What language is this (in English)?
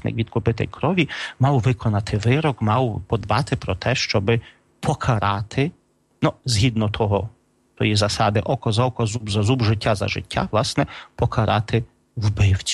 Ukrainian